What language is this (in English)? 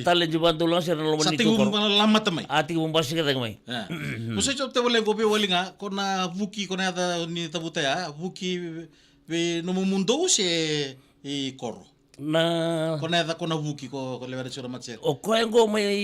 Fijian